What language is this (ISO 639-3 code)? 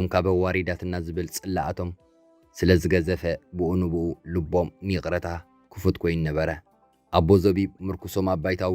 tir